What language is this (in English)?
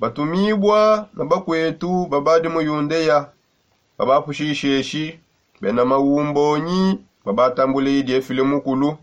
Songe